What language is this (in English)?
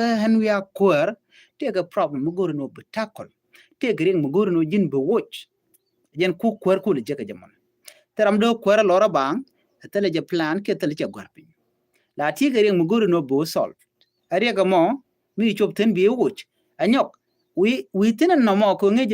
Nuer